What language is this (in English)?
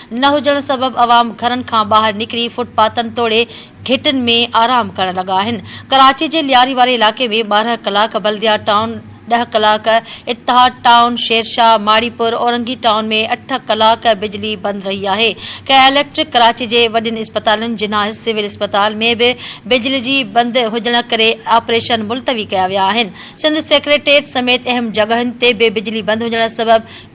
Sindhi